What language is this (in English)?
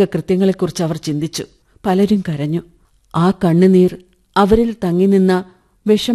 Malayalam